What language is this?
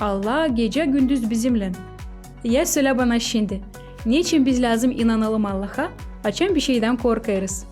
Gagauz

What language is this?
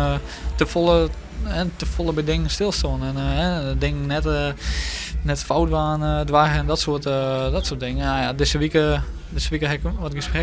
Western Frisian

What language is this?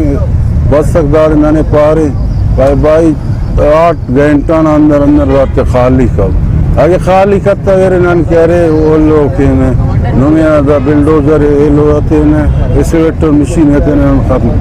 Brahui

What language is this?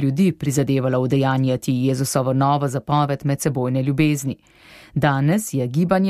Slovenian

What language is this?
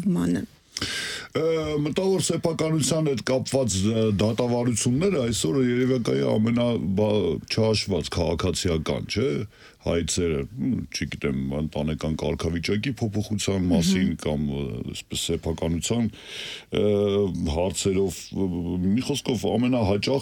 Armenian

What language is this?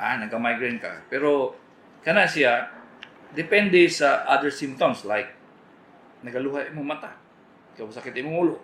Cebuano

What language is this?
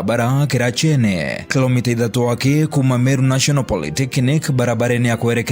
Meru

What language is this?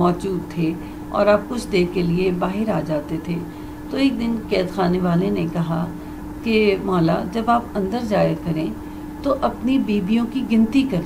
Urdu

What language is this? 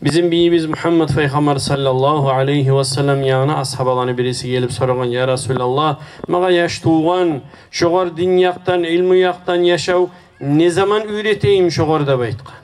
Kumyk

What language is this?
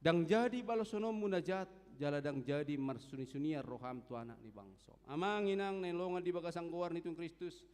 Batak Toba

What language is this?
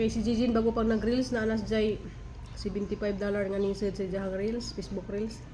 Cebuano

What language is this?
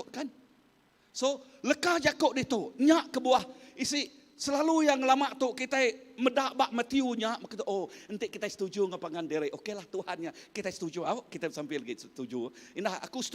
Iban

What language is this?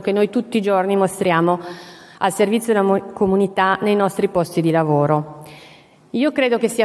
Italian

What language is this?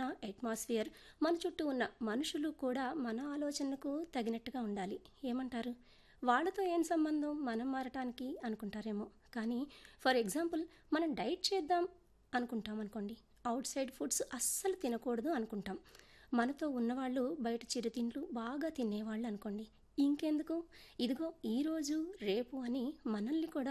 Telugu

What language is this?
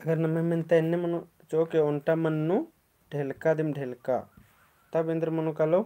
Kurukh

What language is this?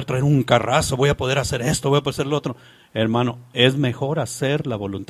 Spanish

